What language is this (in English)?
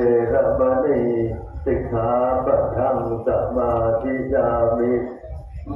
Northeastern Thai